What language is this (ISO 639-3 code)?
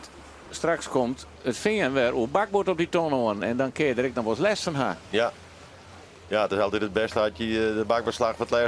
fry